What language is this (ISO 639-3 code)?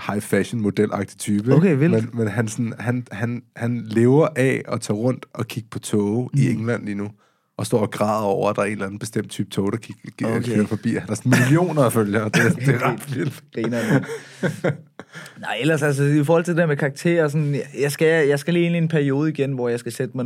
dan